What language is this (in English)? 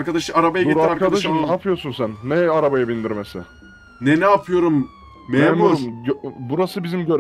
Turkish